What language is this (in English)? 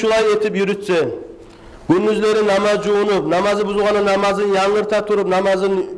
Kumyk